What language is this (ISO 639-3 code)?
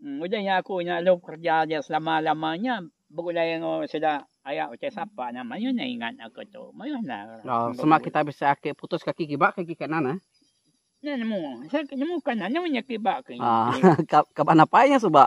iba